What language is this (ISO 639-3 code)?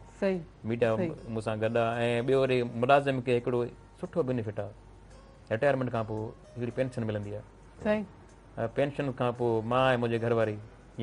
snd